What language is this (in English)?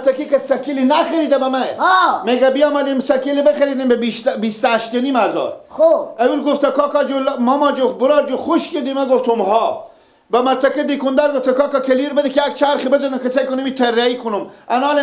Persian